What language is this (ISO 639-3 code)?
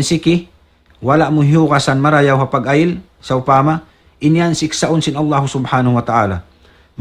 tsg